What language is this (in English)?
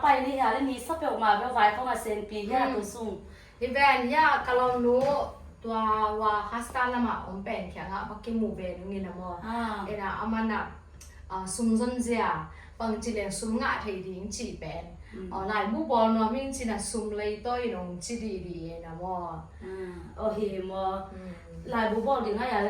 Tedim Chin